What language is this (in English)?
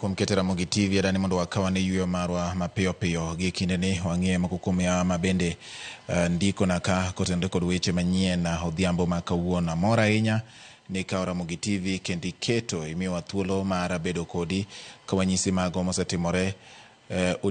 Luo (Kenya and Tanzania)